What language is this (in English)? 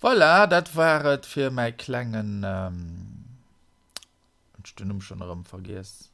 Luxembourgish